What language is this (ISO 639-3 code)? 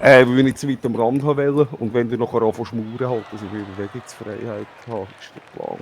gsw